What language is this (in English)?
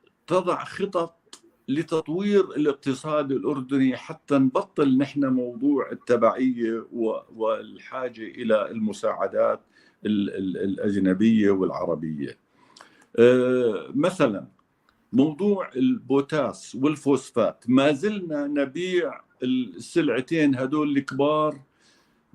North Levantine Arabic